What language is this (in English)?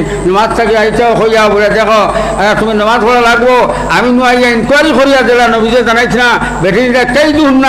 Sylheti